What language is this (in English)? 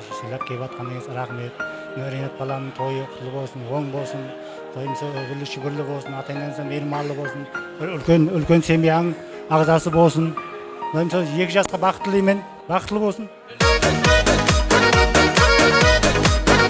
Kazakh